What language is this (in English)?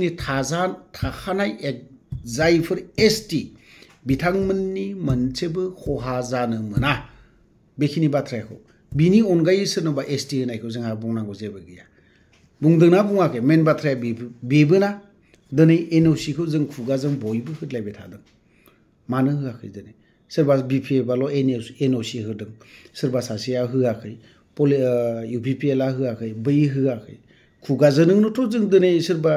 Bodo